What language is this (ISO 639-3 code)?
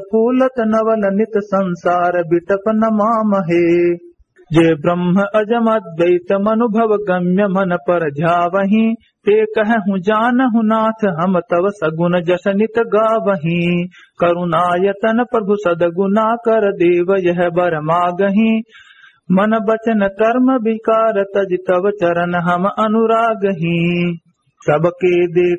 awa